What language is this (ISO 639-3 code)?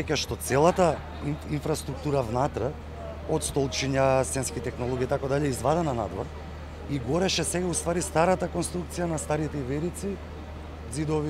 mkd